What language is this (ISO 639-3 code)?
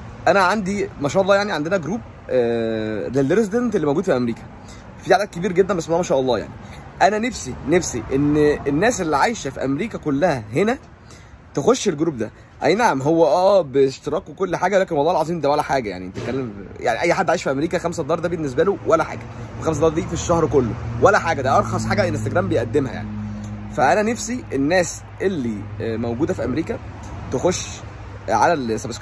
arz